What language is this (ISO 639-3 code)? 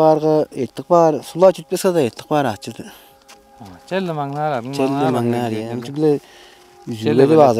tyv